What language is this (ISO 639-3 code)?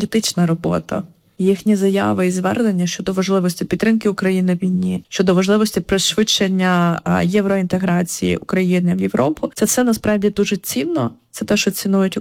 ukr